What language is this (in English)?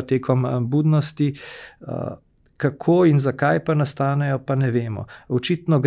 Slovenian